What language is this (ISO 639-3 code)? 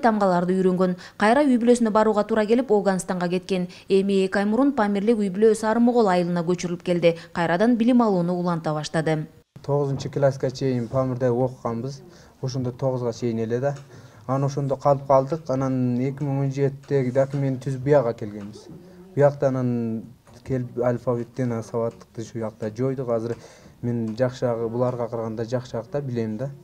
kir